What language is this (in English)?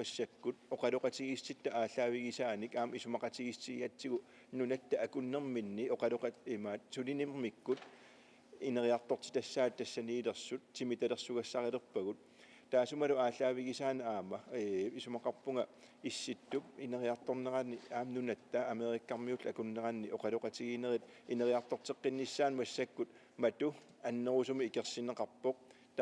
Kalaallisut